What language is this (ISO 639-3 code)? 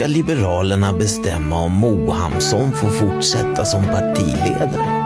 swe